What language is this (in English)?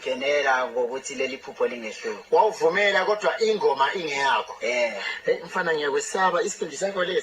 Zulu